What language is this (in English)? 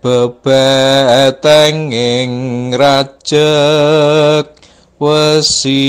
Javanese